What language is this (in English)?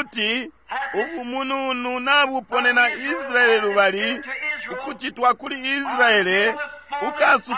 Bemba